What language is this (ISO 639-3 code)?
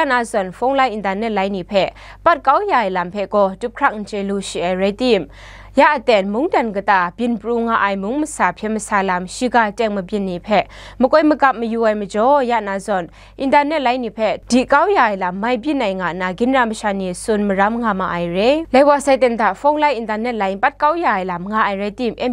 kac